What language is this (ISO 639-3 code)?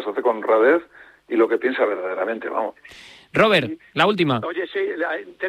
spa